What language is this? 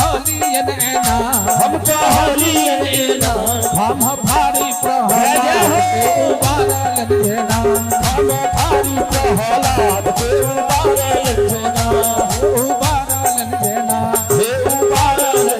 Maithili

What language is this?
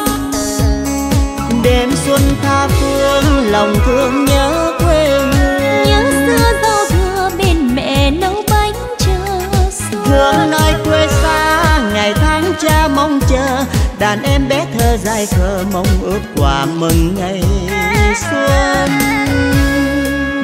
Vietnamese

